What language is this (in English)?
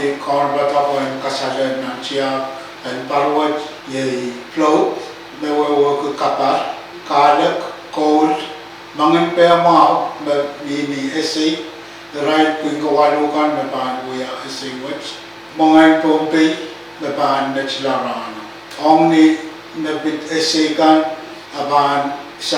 Pohnpeian